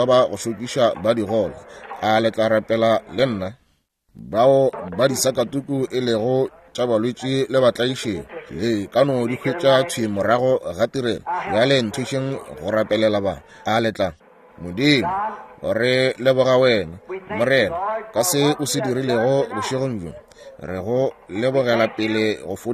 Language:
Northern Sotho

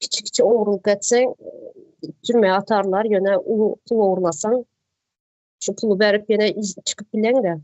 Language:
Turkmen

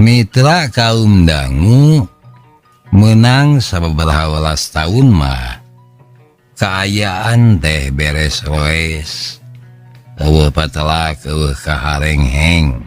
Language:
Sundanese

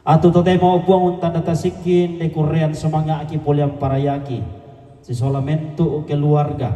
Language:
Toraja-Sa'dan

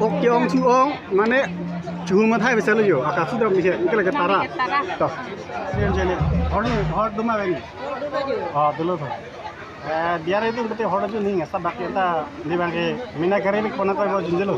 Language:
Karbi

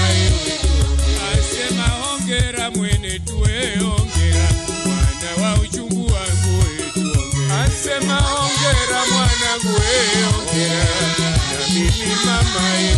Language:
Swahili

